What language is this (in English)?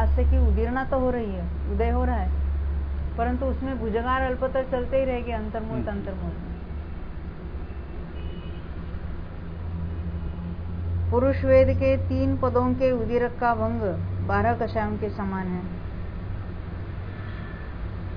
Hindi